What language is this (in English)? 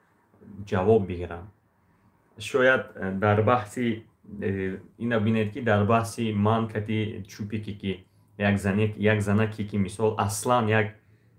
Tajik